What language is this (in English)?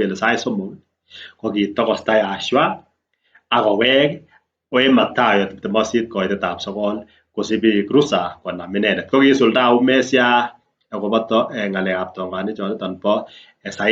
Kalenjin